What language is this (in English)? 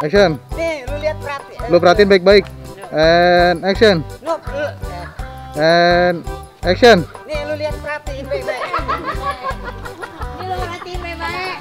Betawi